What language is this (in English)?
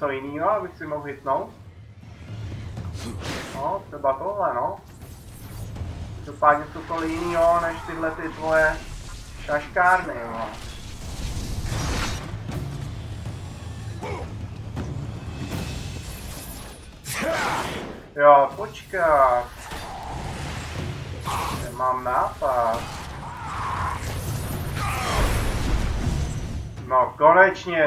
Czech